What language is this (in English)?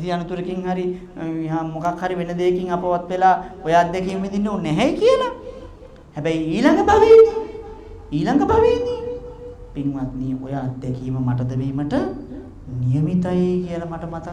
Sinhala